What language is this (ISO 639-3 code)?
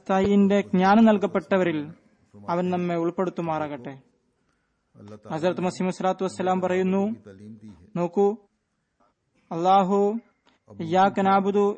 mal